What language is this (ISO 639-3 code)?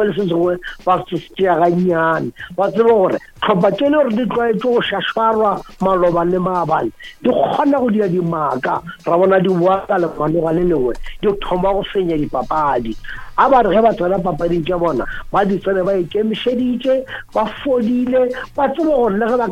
nso